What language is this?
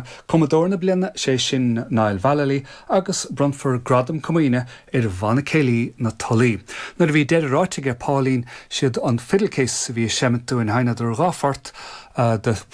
Irish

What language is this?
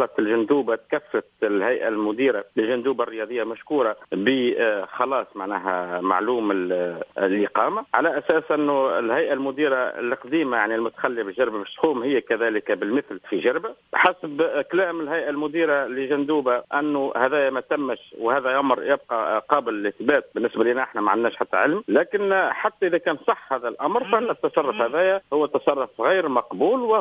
Tunisian Arabic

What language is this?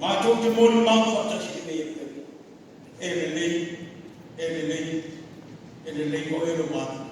Samoan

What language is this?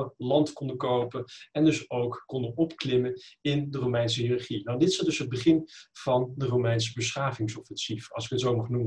Dutch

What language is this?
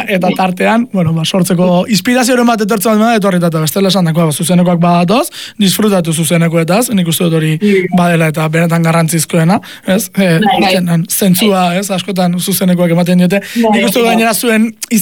Basque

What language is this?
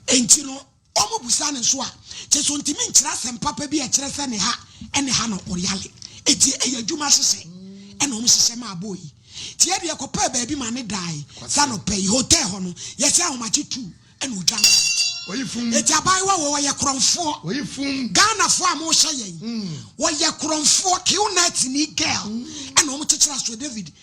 Akan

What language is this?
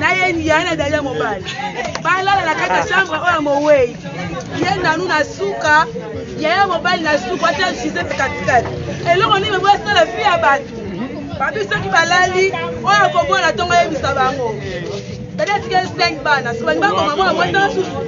Lingala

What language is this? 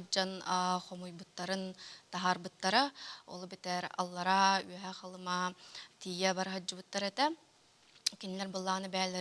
Yakut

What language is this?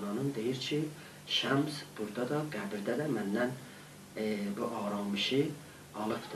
South Azerbaijani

